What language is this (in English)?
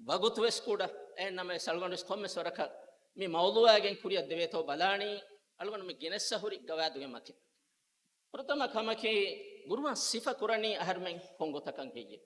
Divehi